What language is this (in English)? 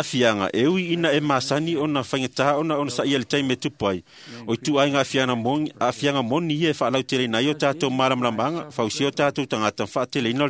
Samoan